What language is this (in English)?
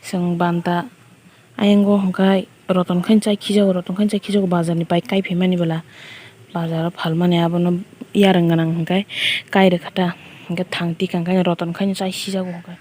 Kok Borok